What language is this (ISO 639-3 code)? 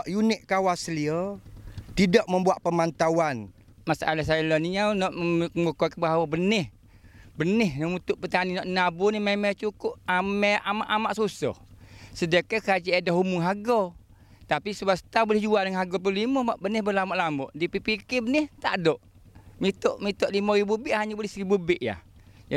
msa